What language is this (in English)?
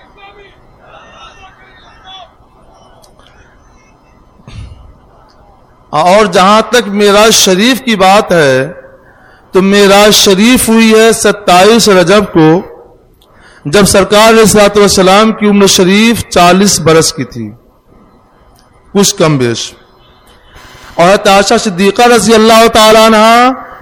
Urdu